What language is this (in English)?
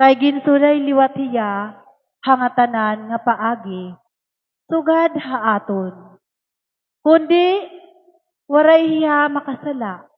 Waray